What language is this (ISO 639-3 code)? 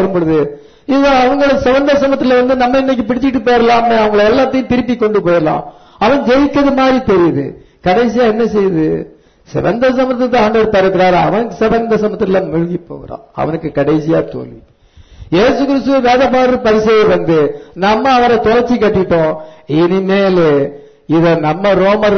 tam